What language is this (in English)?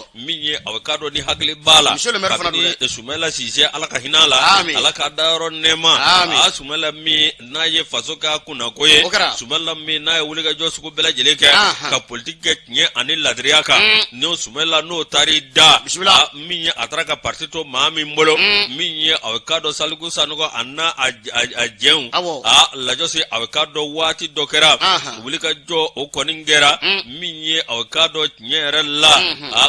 Bambara